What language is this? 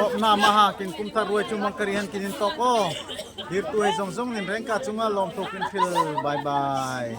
Darlong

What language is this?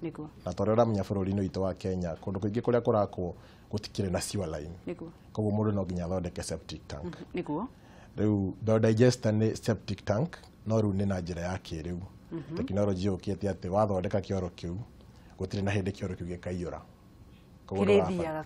Kikuyu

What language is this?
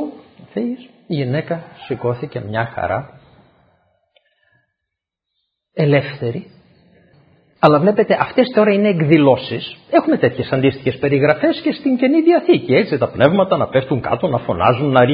Greek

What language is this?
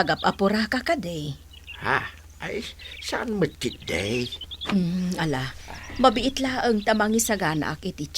Iloko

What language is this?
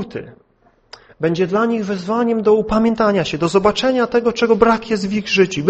Polish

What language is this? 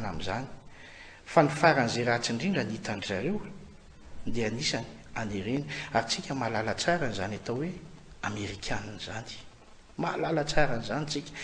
Malagasy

